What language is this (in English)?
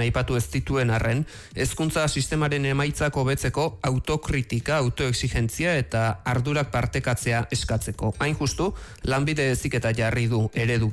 Basque